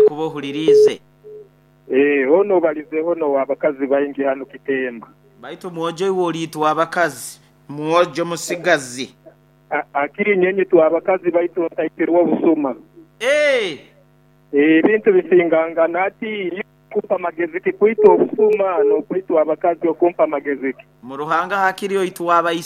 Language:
Nyoro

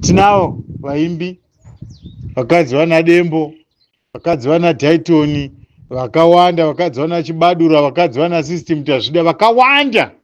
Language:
Shona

